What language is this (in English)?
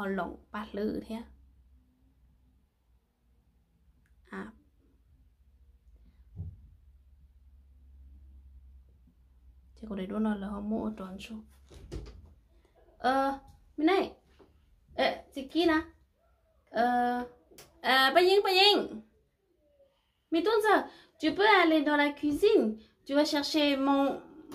Vietnamese